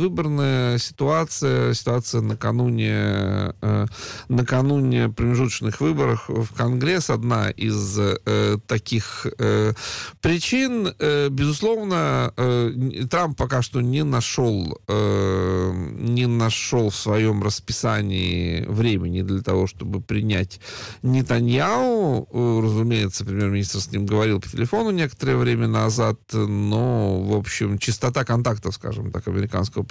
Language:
Russian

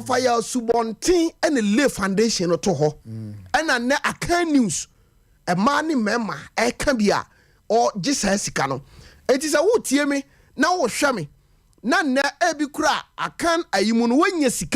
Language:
Akan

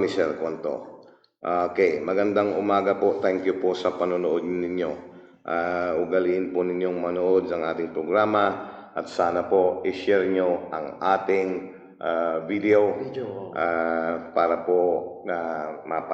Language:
Pangasinan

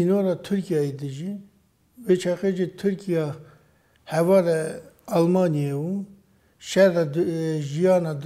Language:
Kurdish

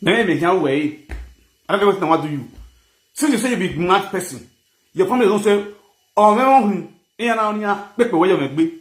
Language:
Nigerian Pidgin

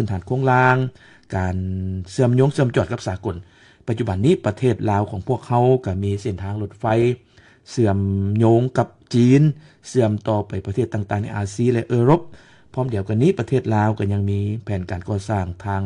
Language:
Lao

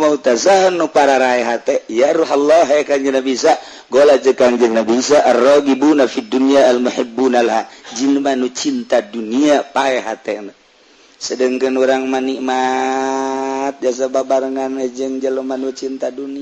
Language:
Sundanese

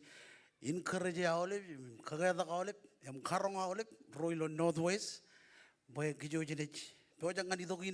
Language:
Marshallese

